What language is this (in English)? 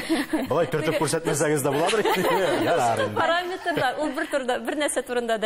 Tatar